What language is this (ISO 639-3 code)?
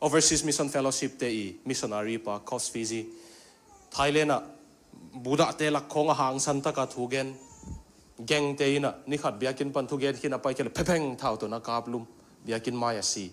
ctd